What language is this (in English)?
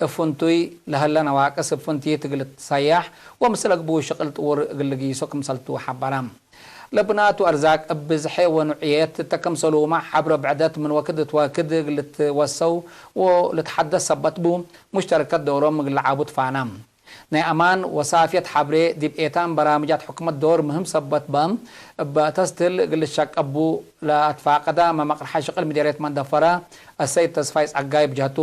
Tigre